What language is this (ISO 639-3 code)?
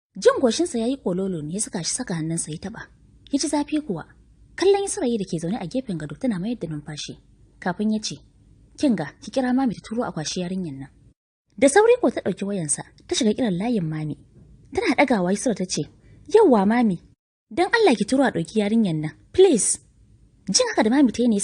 hau